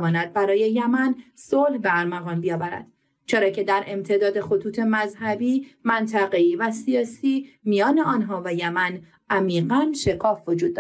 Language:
Persian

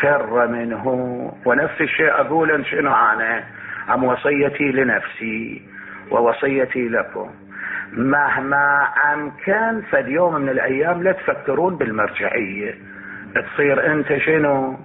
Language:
Mesopotamian Arabic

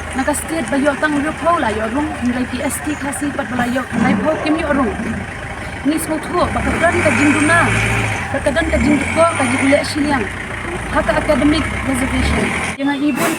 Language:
Khasi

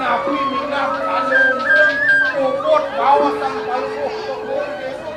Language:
Balinese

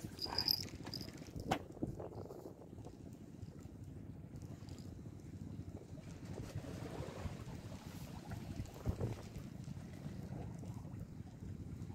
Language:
Indonesian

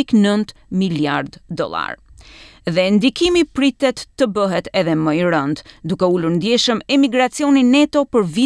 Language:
Albanian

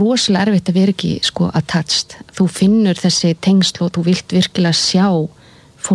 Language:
Icelandic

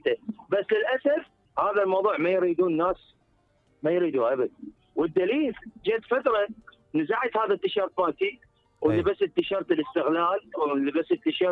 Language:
Mesopotamian Arabic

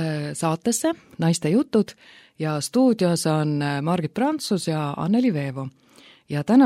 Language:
Estonian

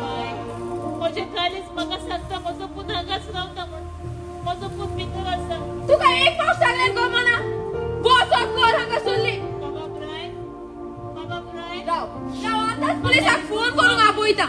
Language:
Konkani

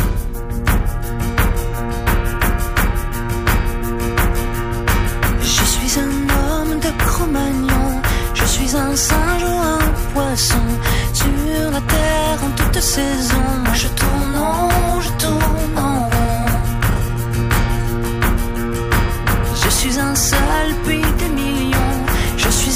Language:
French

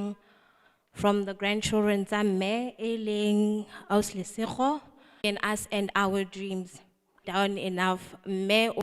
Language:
Southern Sotho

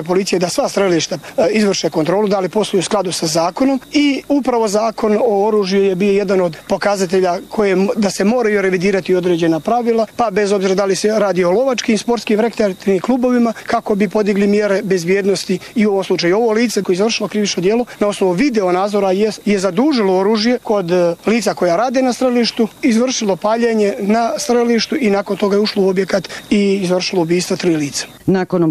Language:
Bosnian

